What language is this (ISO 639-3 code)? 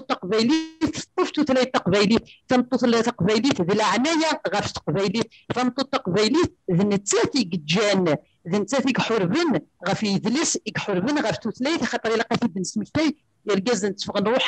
kab